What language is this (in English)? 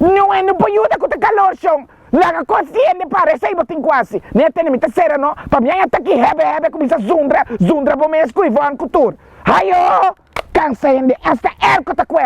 Papiamento